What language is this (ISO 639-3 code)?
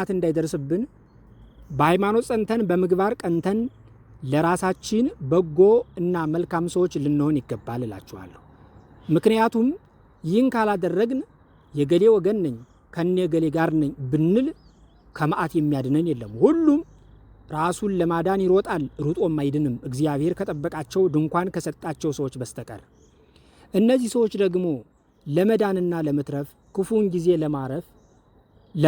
amh